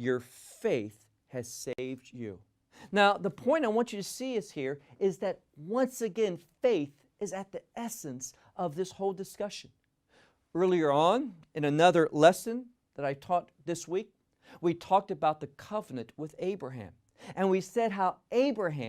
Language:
English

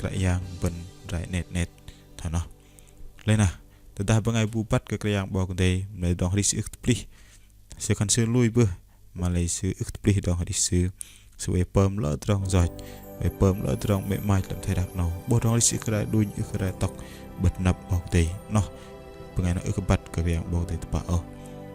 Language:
Bahnar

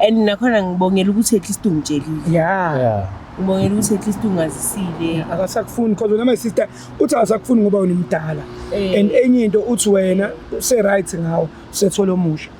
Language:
Zulu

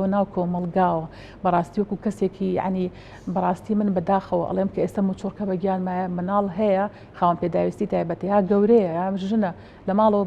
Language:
Central Kurdish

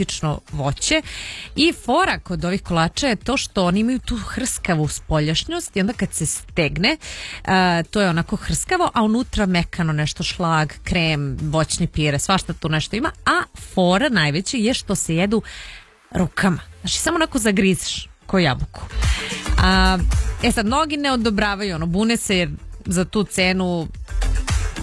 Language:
Serbian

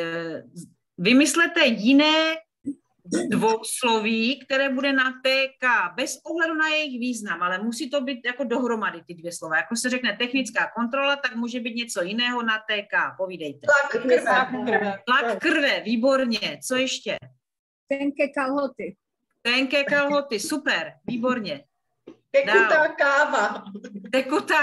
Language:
Czech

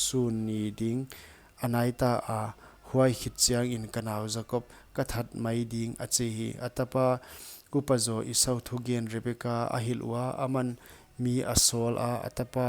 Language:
Paite Chin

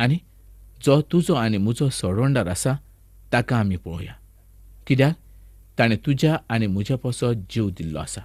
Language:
Konkani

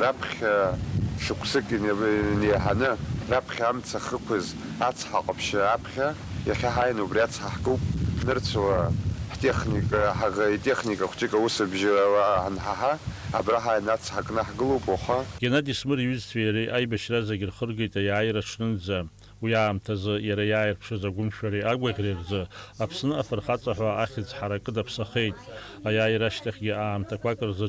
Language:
Abkhazian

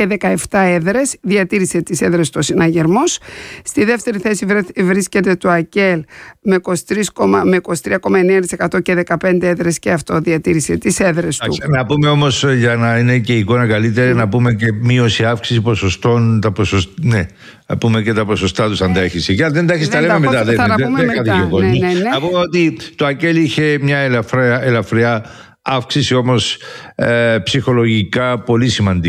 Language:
Greek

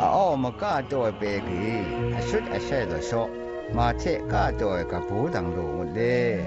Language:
Zaiwa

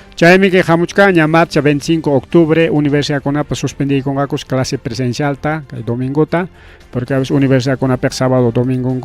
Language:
Ayacucho Quechua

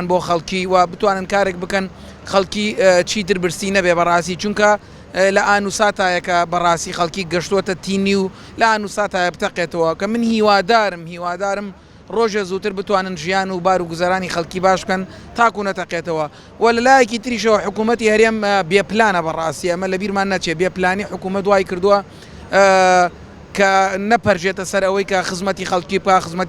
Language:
Central Kurdish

